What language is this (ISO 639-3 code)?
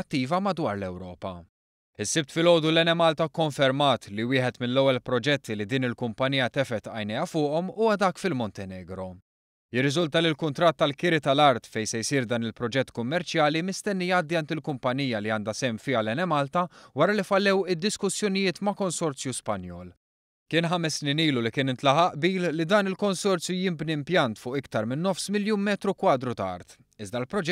mlt